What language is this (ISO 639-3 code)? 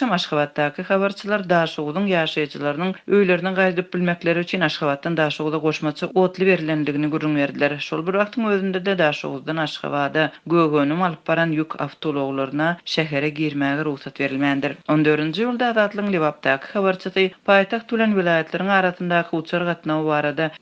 tuk